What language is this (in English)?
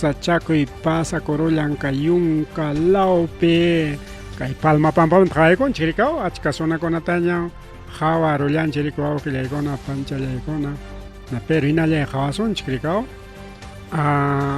Ayacucho Quechua